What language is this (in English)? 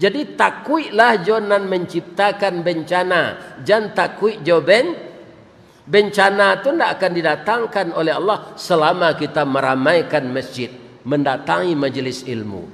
Minangkabau